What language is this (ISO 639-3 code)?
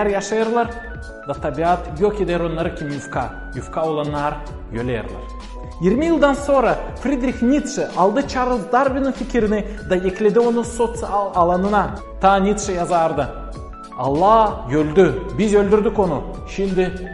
gag